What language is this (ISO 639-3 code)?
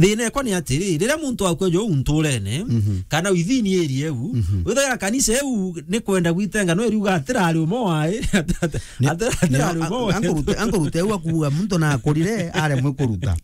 mer